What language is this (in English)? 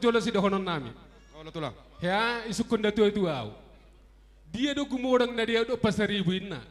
Batak Toba